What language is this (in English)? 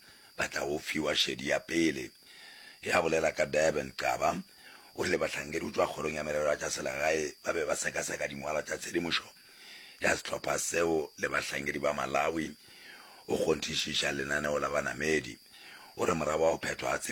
Northern Sotho